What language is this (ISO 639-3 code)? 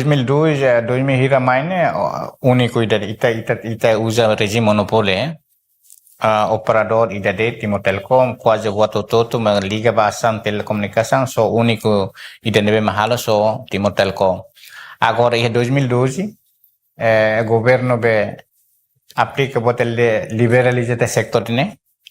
tet